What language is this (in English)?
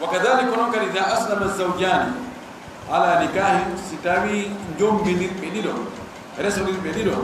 Fula